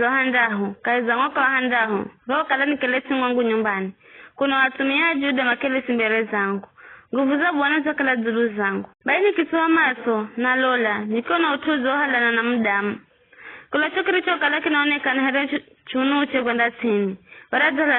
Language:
Giryama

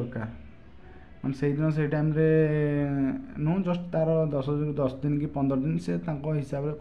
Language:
Odia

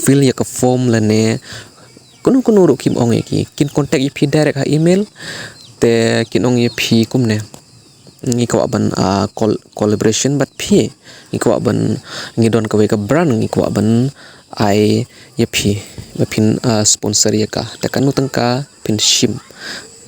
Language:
Khasi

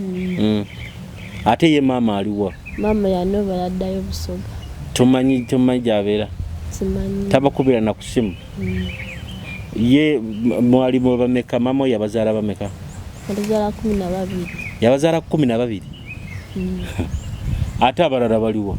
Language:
Nyoro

